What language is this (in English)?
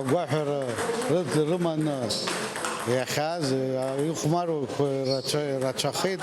Abkhazian